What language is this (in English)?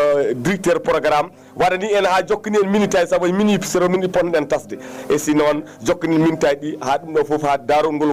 Fula